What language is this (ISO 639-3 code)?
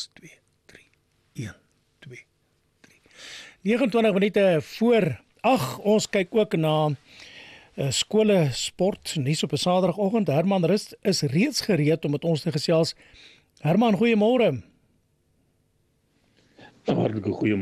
afr